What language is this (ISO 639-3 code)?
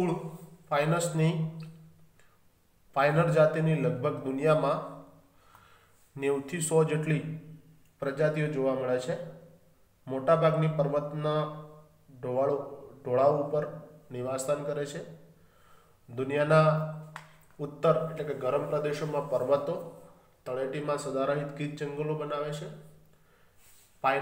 guj